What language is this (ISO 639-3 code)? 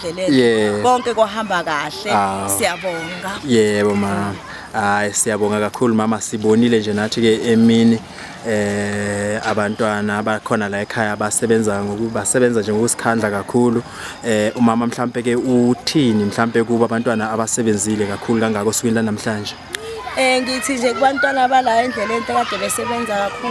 zul